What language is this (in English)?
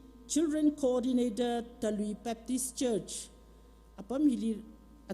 Tangkhul Naga (India)